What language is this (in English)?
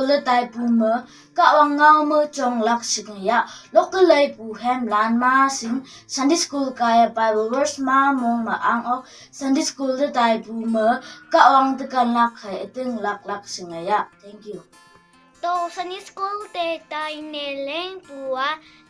Konyak Naga